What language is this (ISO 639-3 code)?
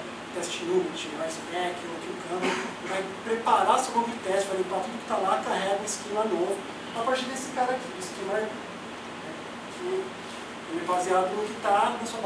por